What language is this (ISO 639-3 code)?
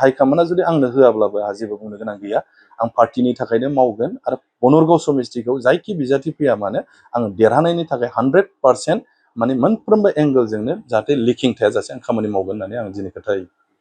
brx